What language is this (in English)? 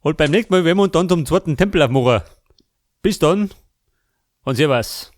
Bavarian